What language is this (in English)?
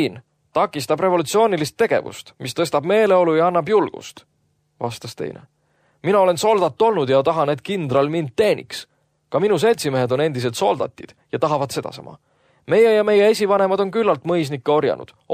Estonian